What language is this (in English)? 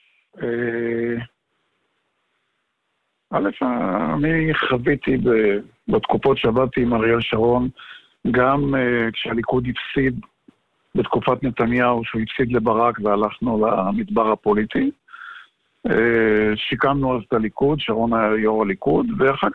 Hebrew